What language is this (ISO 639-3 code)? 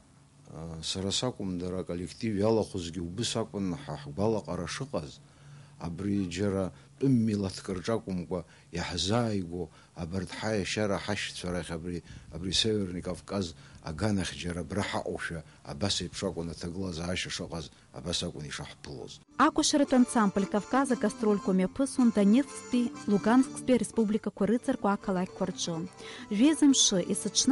abk